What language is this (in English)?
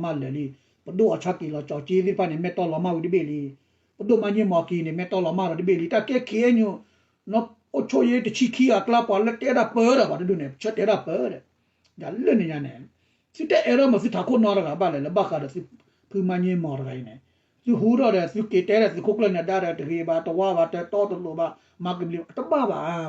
S'gaw Karen